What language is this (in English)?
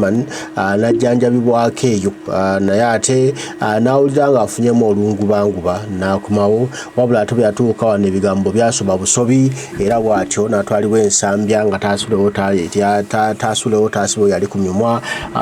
Ganda